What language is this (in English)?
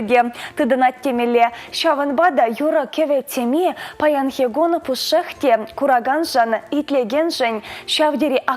Chuvash